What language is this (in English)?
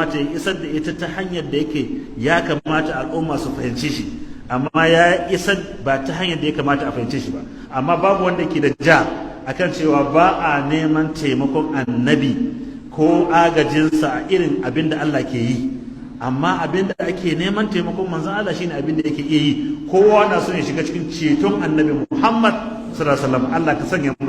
Hausa